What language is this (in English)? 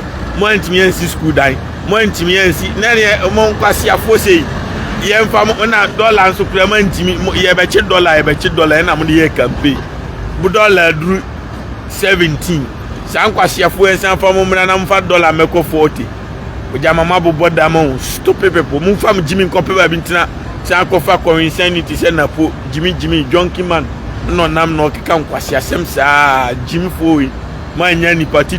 Akan